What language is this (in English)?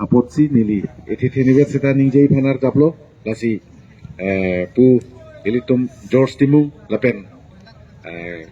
Karbi